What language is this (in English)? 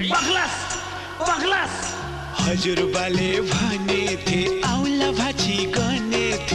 Bhojpuri